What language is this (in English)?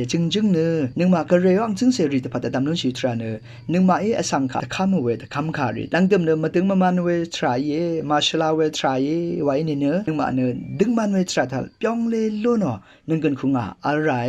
Rawang